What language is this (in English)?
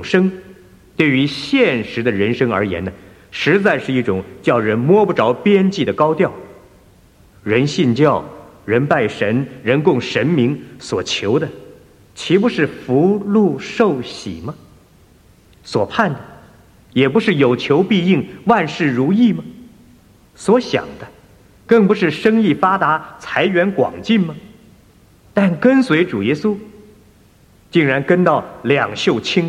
Chinese